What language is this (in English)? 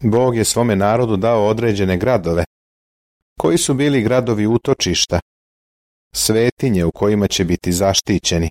Serbian